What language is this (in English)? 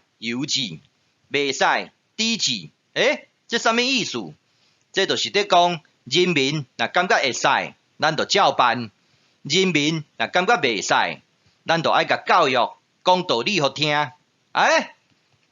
Min Nan Chinese